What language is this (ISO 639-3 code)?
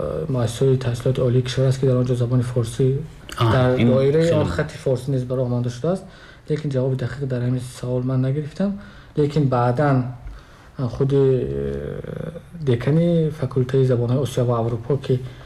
tgk